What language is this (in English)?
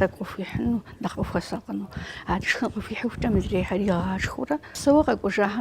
Kabardian